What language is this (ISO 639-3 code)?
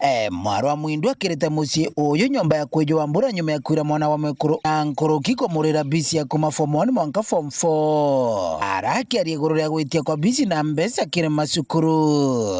mer